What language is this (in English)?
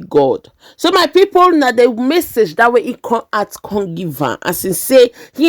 Nigerian Pidgin